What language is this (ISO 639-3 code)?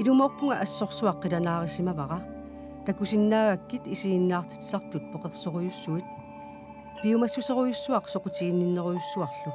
kal